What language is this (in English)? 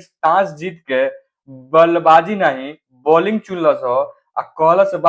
Bhojpuri